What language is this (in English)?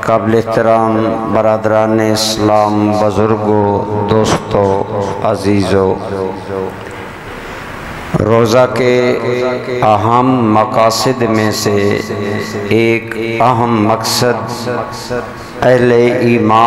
Urdu